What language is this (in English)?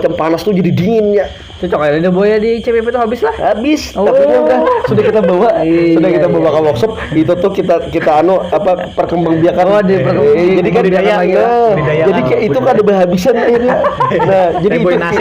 Banjar